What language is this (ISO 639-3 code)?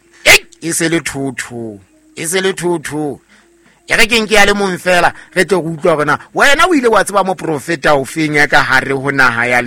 sot